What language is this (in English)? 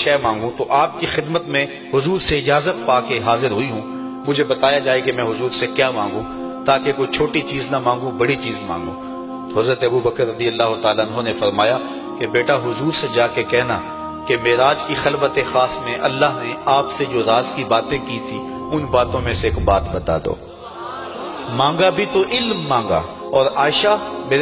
Urdu